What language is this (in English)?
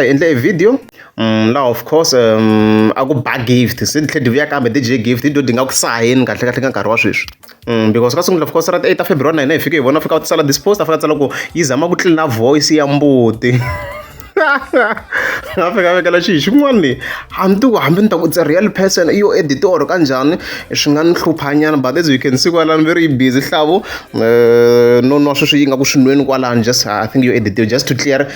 Tsonga